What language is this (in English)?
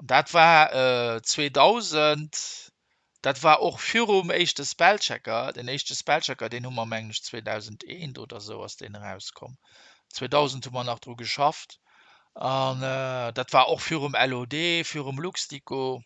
Luxembourgish